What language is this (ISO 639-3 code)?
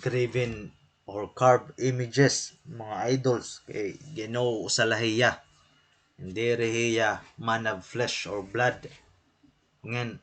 war